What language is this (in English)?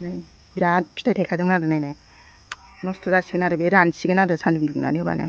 Bodo